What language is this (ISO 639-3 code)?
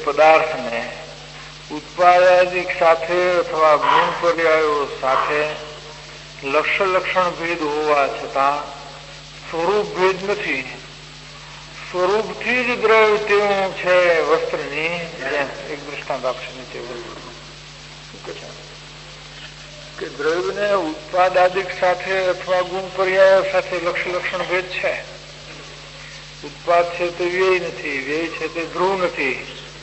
guj